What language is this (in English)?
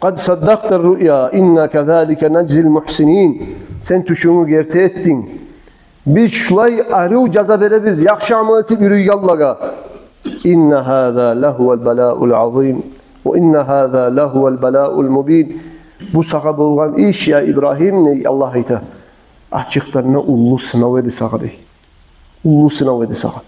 Kumyk